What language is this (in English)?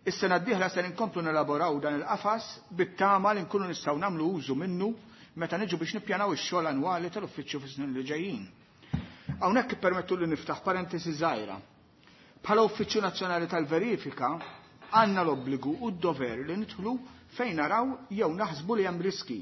Maltese